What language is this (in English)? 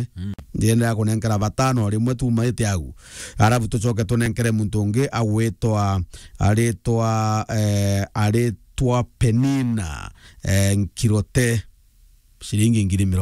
Meru